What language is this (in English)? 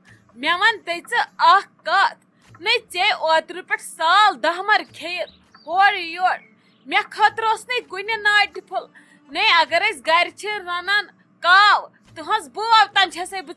Kashmiri